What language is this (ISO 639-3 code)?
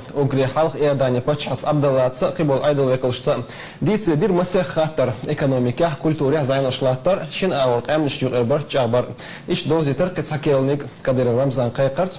che